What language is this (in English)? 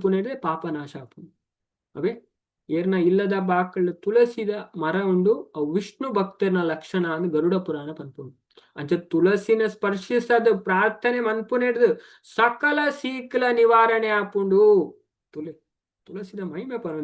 Tulu